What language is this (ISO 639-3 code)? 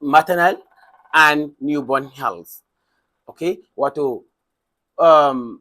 hau